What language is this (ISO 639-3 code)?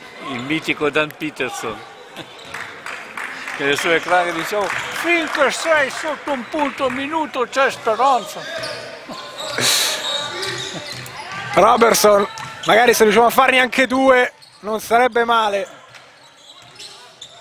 ita